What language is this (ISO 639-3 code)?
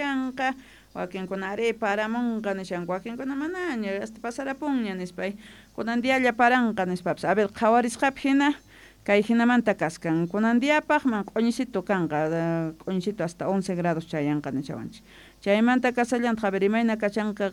que